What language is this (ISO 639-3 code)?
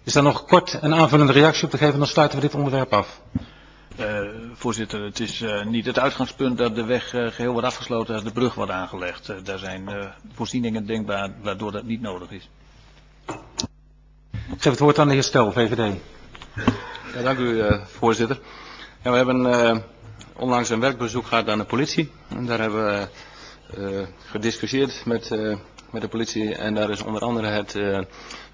nld